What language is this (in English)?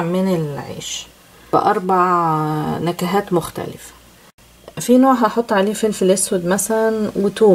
Egyptian Arabic